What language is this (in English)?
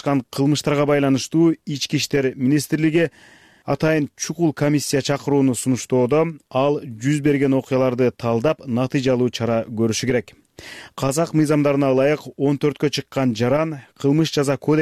Kyrgyz